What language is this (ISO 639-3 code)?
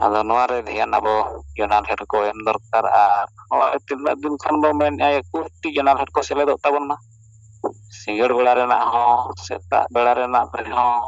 sat